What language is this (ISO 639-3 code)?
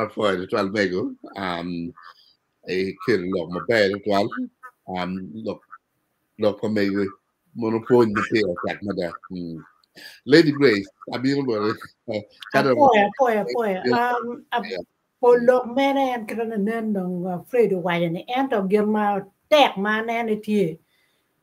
ach